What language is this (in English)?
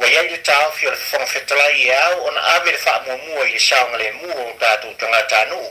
Samoan